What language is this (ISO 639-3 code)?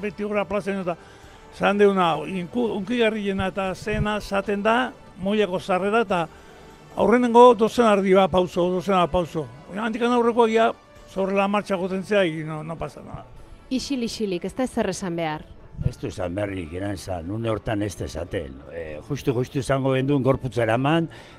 eus